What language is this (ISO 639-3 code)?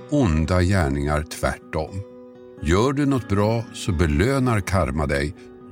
swe